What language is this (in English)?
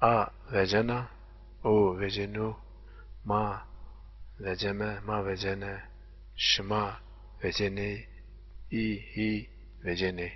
Zaza